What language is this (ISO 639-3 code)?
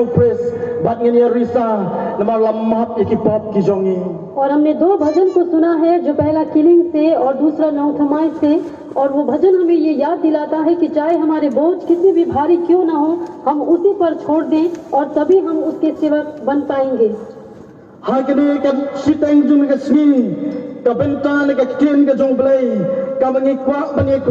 kha